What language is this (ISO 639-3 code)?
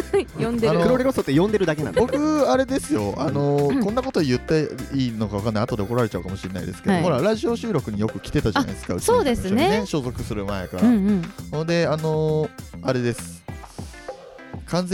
jpn